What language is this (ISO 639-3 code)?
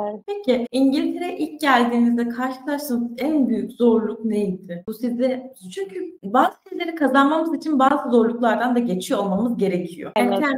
tur